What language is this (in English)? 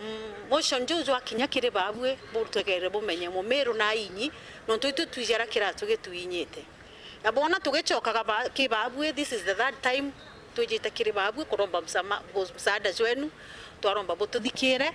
Meru